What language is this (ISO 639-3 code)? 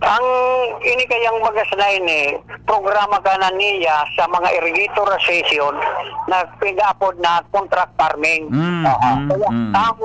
bik